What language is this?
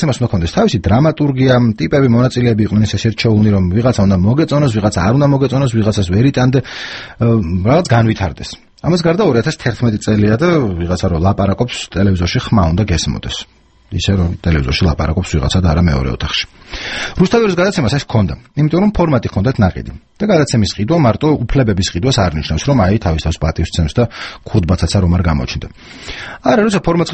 Georgian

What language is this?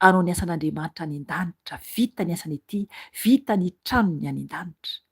Malagasy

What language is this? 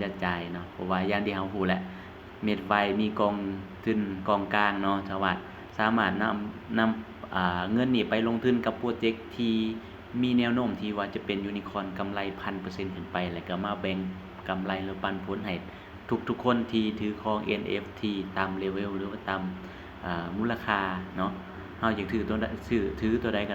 Lao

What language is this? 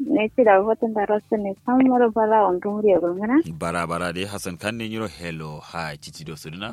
Kanuri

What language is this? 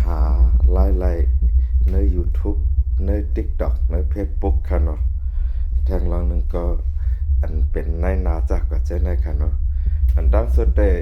Shan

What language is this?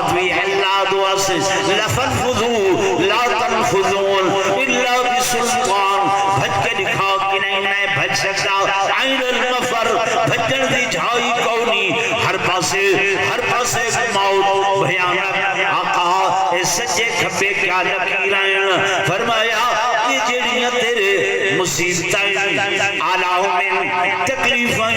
Saraiki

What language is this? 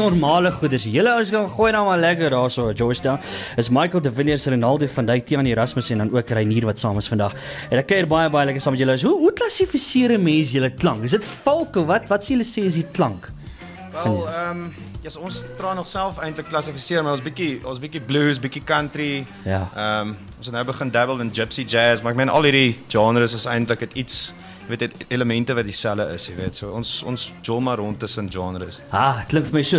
Afrikaans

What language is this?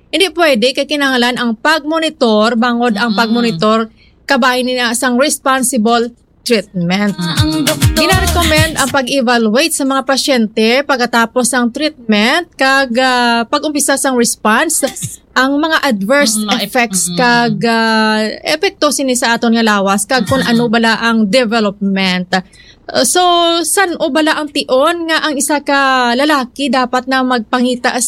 Hiligaynon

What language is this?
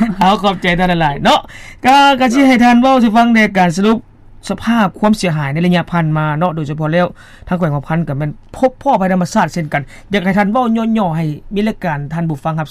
Lao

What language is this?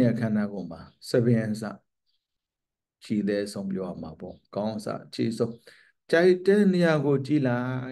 Burmese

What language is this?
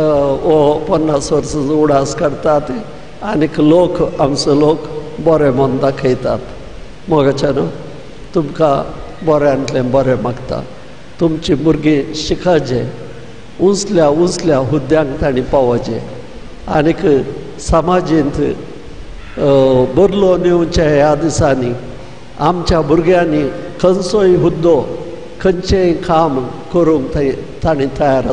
Konkani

